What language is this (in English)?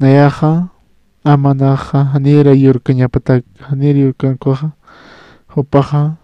Aymara